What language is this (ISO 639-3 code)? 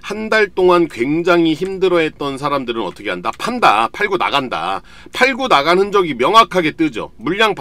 kor